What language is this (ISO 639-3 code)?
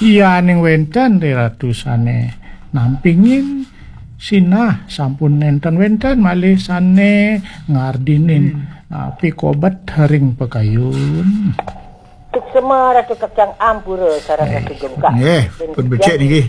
ban